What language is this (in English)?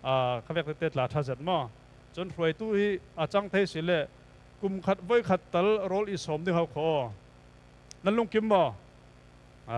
Falam Chin